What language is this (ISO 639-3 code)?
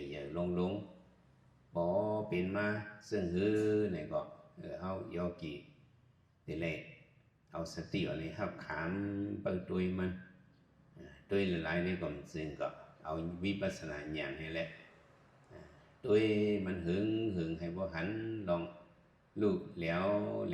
shn